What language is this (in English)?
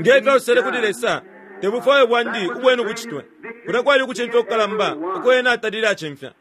Bemba